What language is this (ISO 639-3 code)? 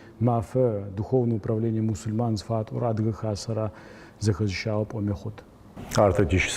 ady